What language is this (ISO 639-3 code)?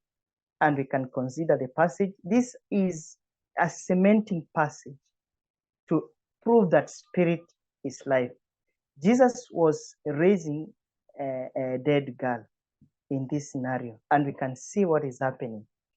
eng